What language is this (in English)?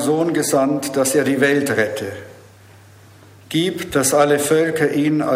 German